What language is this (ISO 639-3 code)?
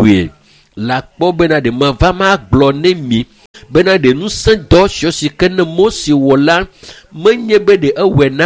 ewe